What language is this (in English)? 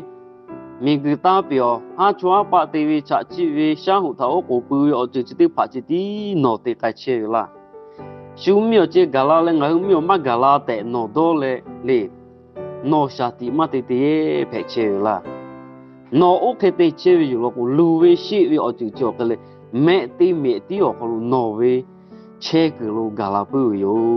Lahu